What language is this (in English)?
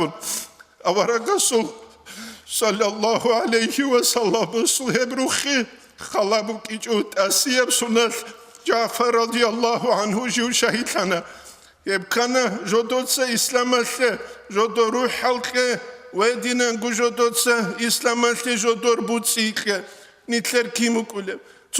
Avaric